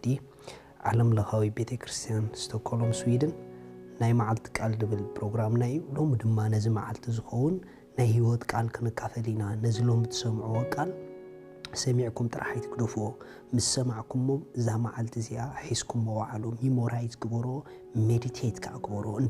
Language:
Tigrinya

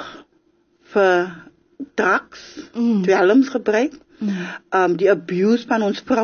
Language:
Afrikaans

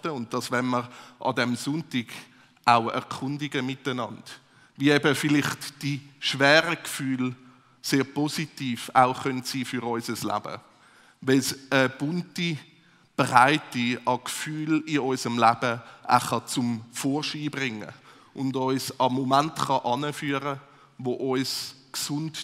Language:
Swiss German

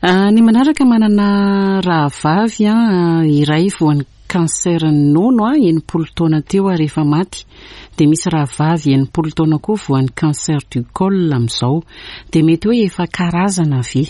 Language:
Malagasy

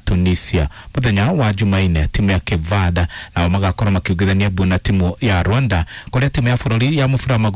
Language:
Kikuyu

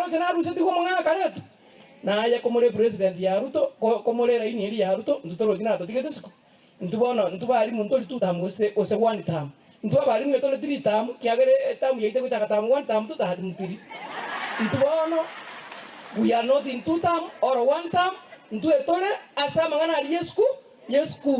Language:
Gusii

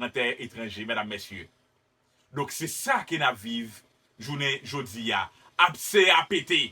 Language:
Haitian Creole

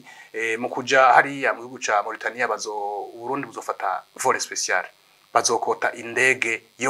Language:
Rundi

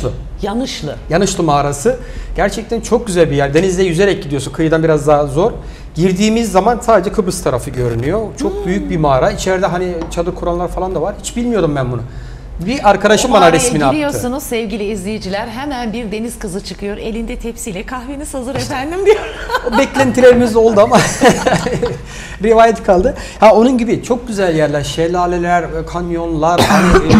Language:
Turkish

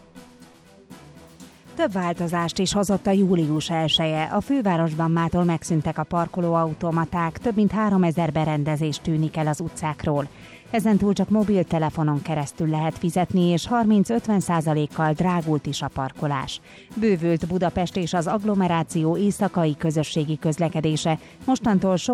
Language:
Hungarian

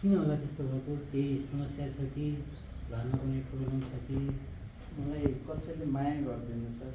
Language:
Nepali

